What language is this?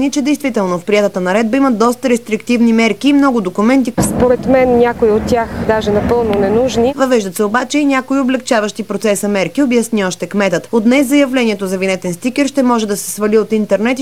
Bulgarian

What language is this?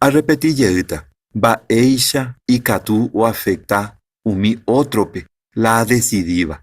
Guarani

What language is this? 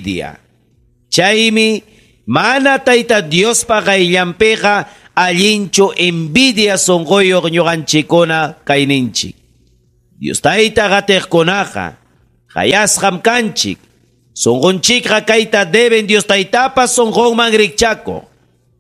Ayacucho Quechua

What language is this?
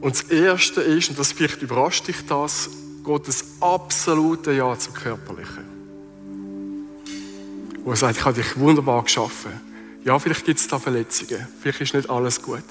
Swiss German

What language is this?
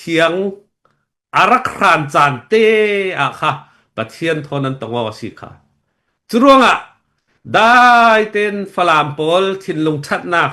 Falam Chin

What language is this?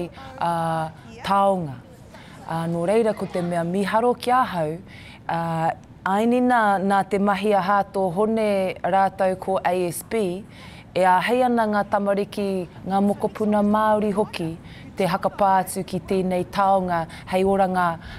Māori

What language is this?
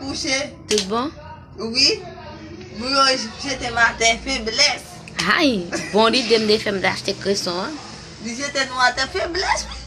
Haitian Creole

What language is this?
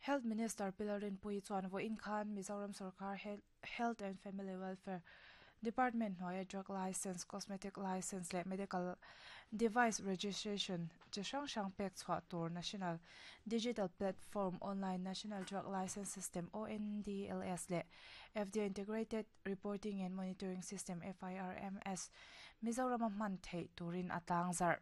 Mizo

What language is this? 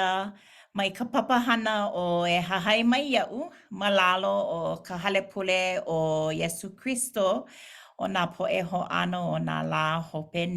Hawaiian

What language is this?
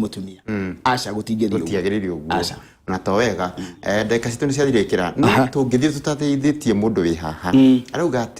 Kikuyu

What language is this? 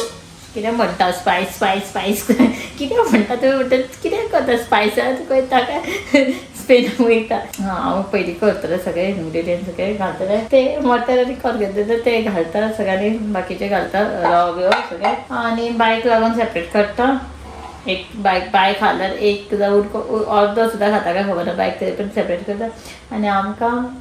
Konkani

